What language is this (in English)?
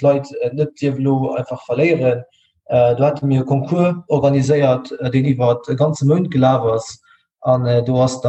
Luxembourgish